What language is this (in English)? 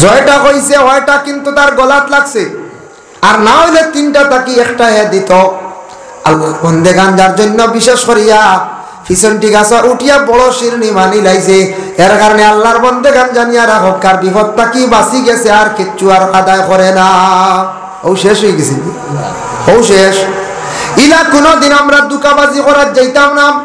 Sylheti